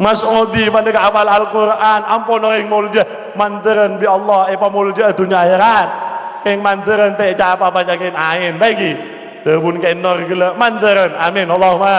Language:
Madurese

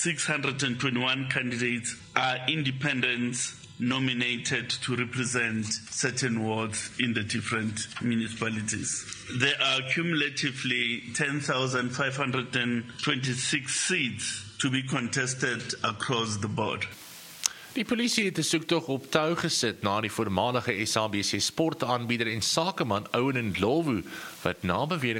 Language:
Afrikaans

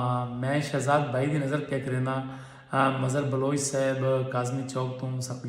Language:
Saraiki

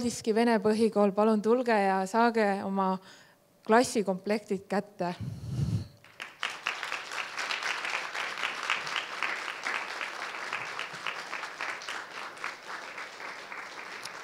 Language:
Estonian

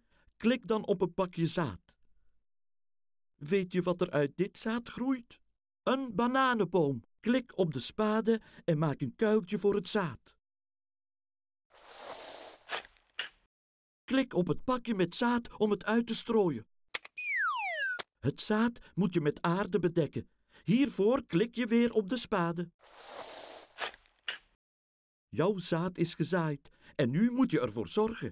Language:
Dutch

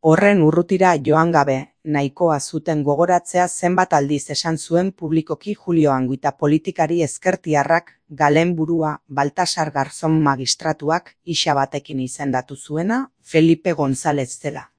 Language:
Basque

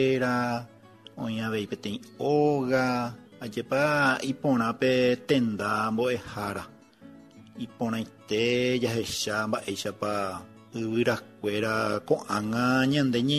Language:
Guarani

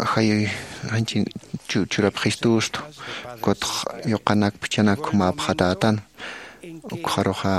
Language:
Aymara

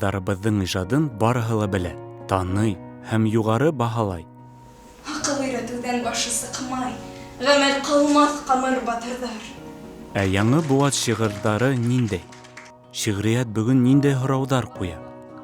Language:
Bashkir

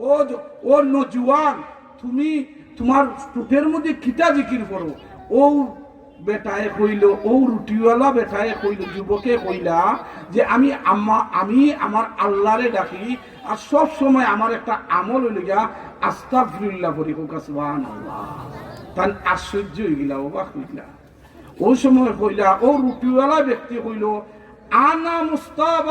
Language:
Sylheti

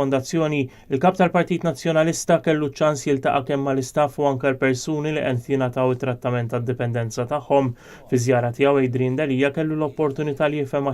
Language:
Maltese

